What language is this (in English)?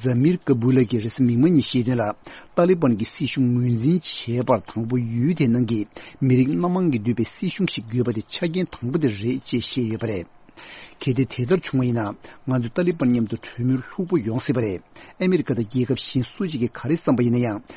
Tibetan